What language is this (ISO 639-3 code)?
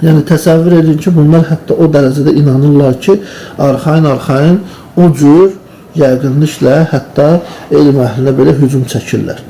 aze